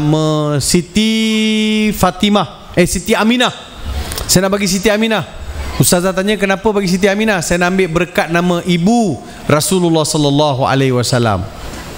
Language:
Malay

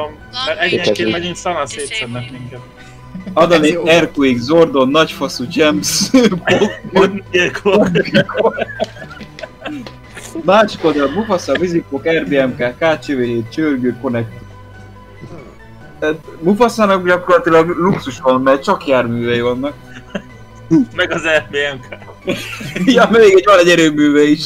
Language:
Hungarian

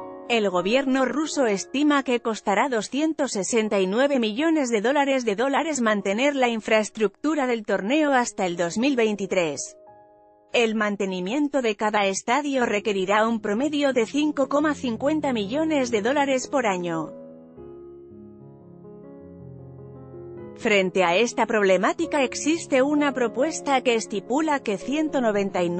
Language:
Spanish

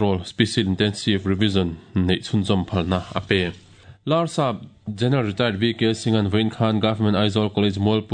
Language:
Mizo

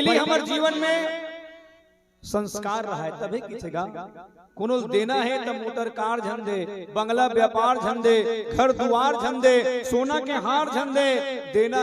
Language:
Chhattisgarhi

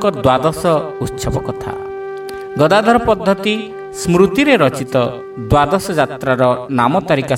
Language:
Odia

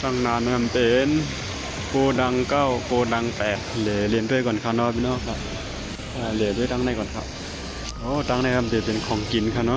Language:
Shan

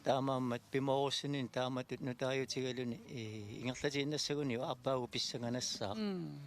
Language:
Kalaallisut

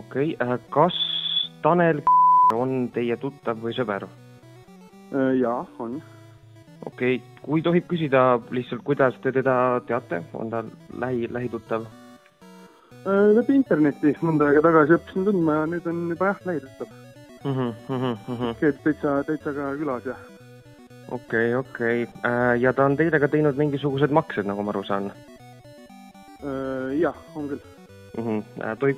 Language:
Estonian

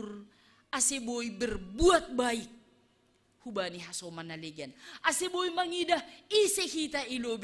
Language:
Batak Simalungun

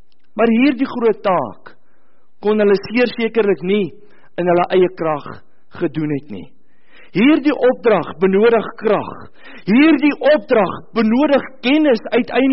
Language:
Afrikaans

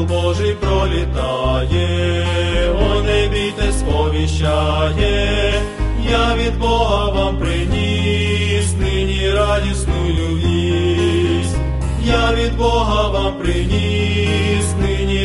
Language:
Ukrainian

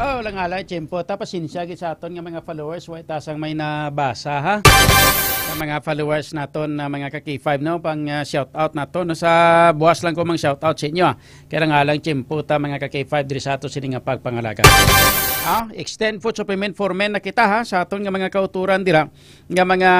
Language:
Hiligaynon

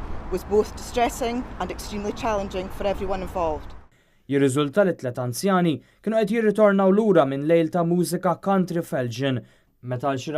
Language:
Maltese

